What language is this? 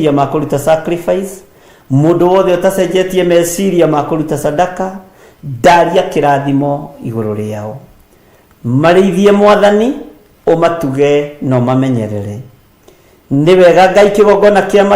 Kikuyu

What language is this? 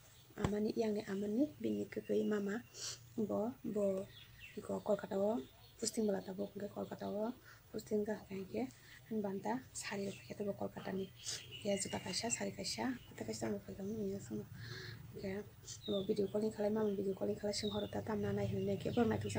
Kok Borok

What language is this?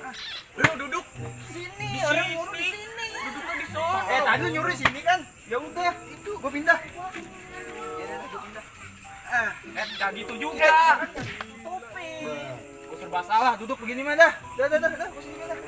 Betawi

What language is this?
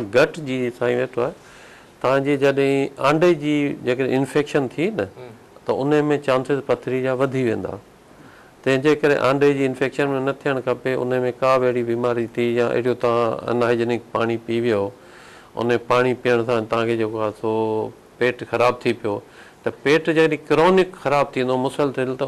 Sindhi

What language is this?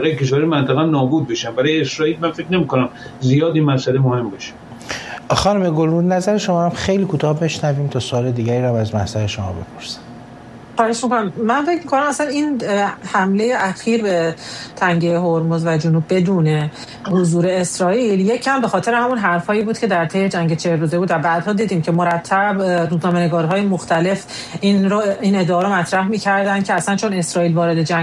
Persian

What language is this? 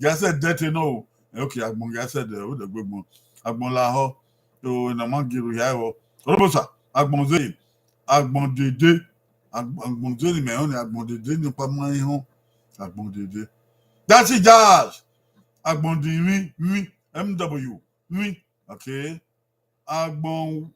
Bini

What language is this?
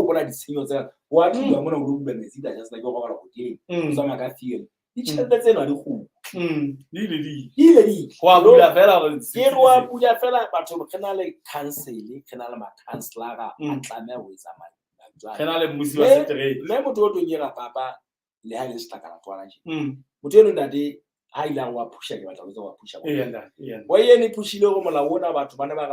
Southern Sotho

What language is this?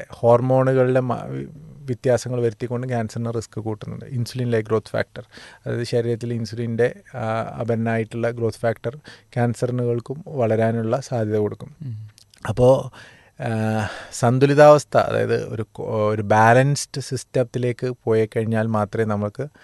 Malayalam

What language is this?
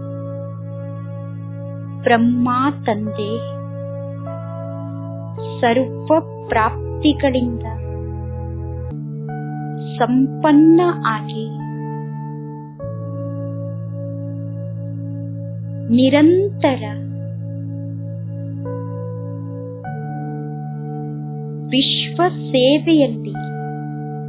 Kannada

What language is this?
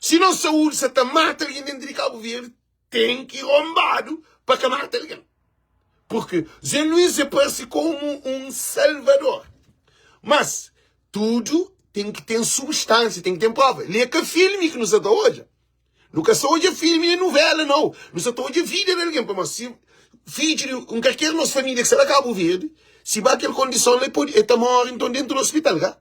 Kabuverdianu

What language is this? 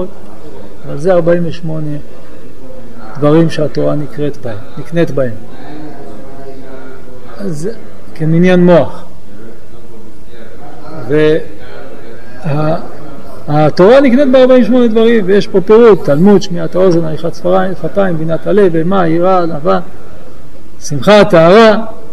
Hebrew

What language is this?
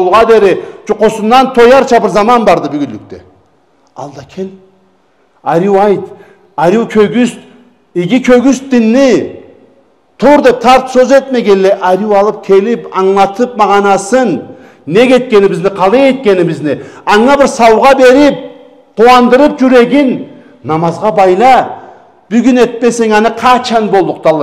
Karachay-Balkar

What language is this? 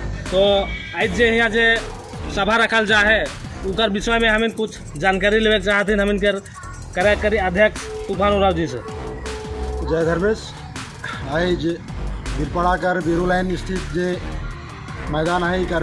Sadri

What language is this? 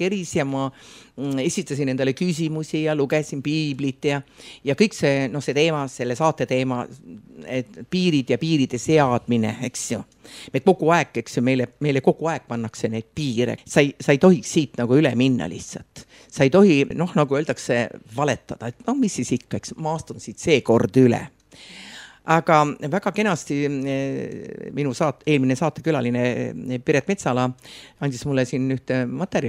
Estonian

